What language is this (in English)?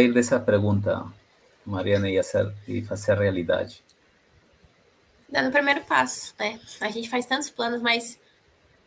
Portuguese